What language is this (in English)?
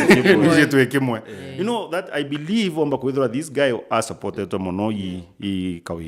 Meru